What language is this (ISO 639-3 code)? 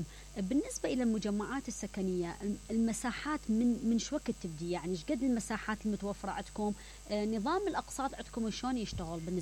acm